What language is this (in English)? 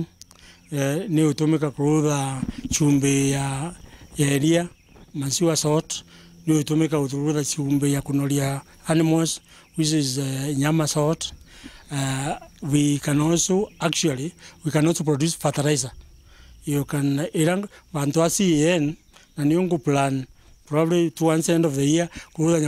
Meru